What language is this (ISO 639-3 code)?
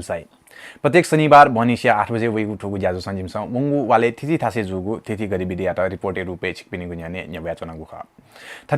new